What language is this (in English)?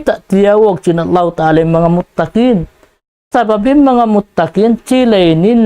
Tausug